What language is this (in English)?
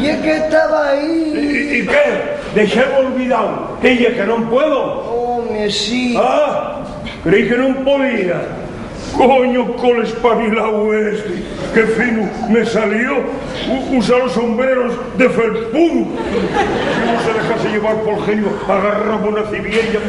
Asturian